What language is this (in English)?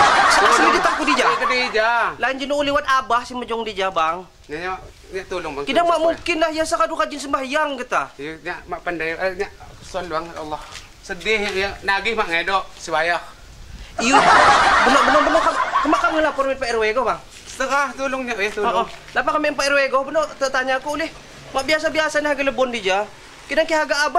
Lampung Api